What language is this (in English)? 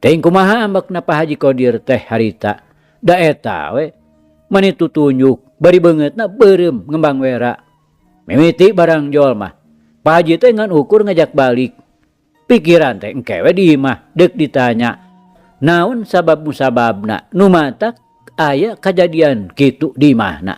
Sundanese